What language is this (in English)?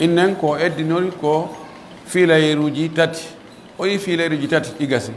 Pular